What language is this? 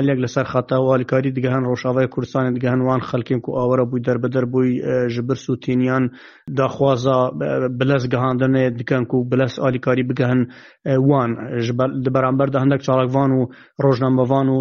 Kurdish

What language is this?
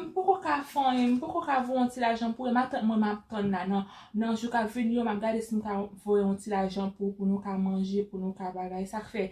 Haitian Creole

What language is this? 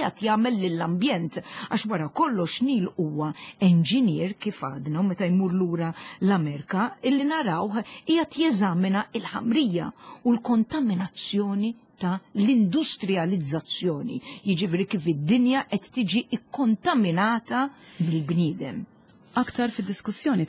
Maltese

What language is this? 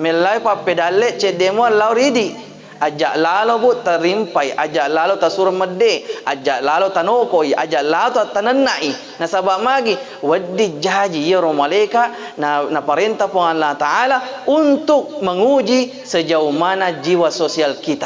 Buginese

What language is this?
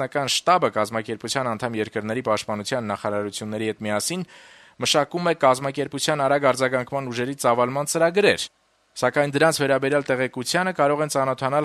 Armenian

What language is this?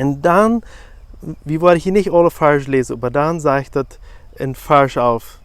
Plautdietsch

